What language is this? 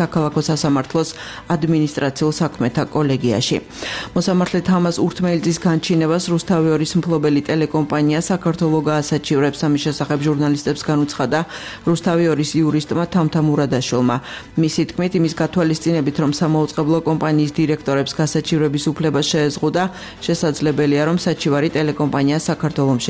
Georgian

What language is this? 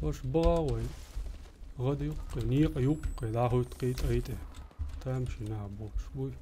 Chechen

